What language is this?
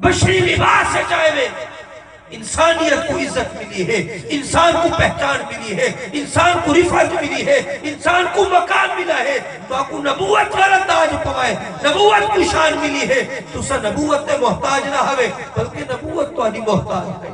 Saraiki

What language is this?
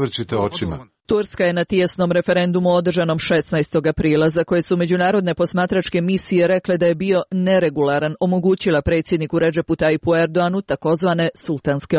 Croatian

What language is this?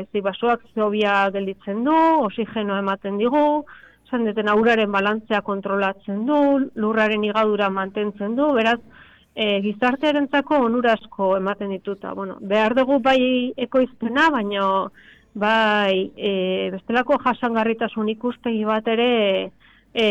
Basque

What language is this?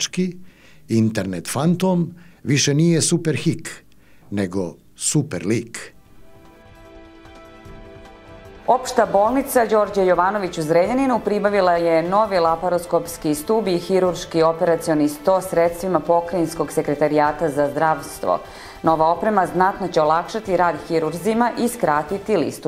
Serbian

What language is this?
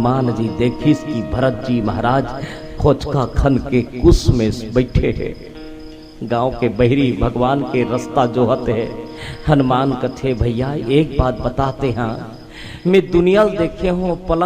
Chhattisgarhi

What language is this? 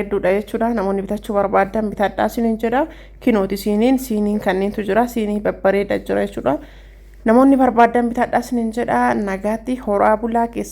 Oromo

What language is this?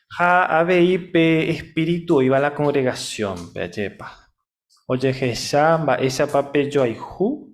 Guarani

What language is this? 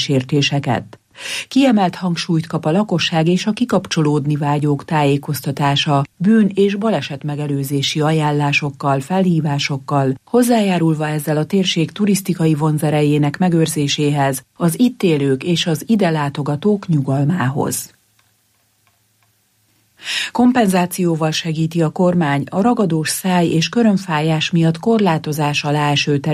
Hungarian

